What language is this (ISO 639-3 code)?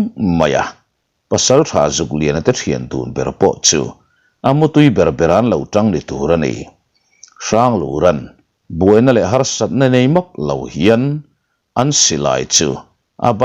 lus